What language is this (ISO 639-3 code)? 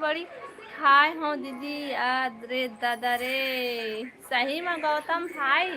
hne